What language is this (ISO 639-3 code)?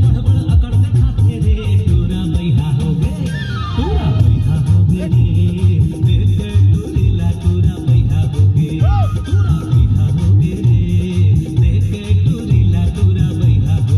hne